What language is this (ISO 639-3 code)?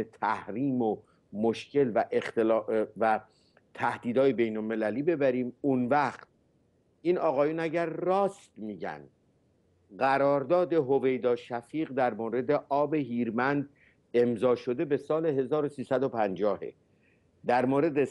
fas